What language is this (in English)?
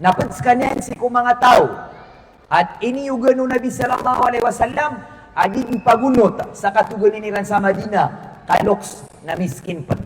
Maranao